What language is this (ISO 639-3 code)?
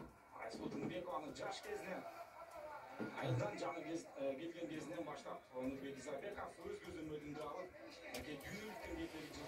kir